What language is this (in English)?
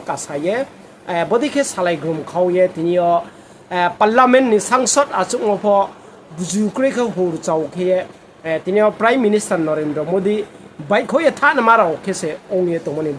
Riang (India)